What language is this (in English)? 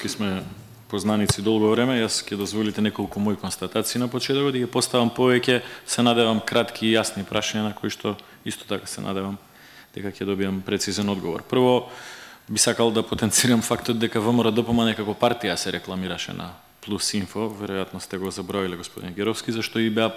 Macedonian